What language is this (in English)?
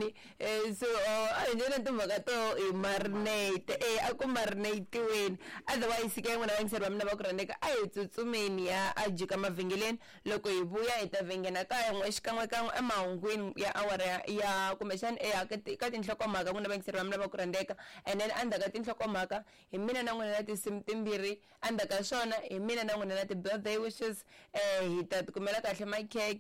Tsonga